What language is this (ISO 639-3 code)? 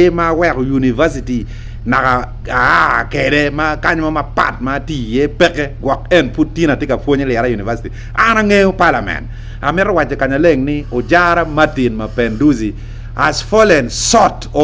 ach